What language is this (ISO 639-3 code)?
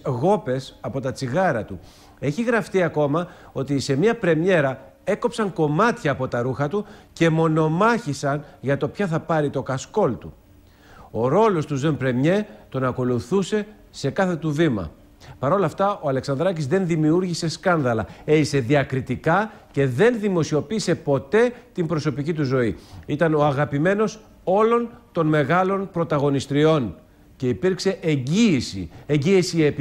ell